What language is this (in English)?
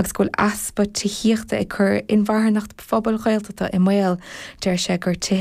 Irish